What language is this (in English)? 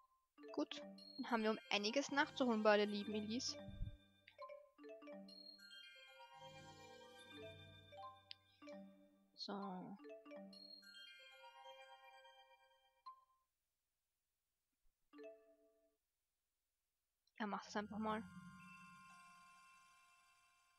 German